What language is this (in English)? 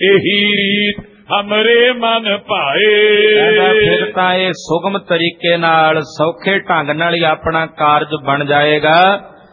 Punjabi